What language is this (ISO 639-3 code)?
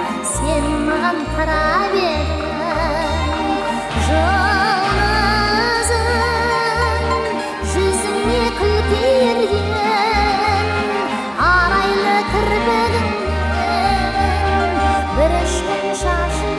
kaz